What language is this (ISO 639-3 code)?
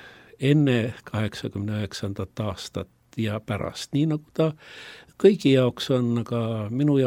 est